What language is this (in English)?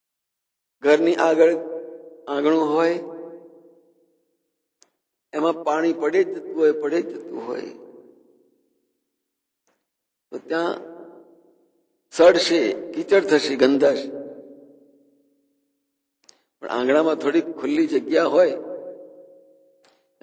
Gujarati